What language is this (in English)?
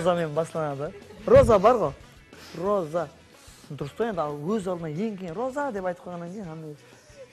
Kara-Kalpak